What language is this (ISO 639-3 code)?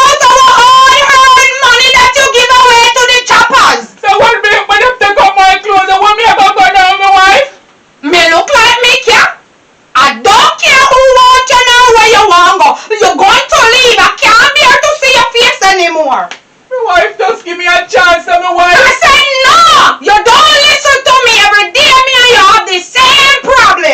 jam